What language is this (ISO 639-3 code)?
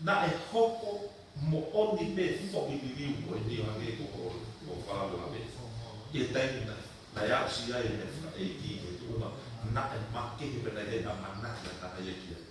ton